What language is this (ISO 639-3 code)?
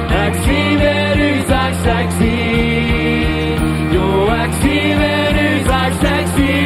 pdt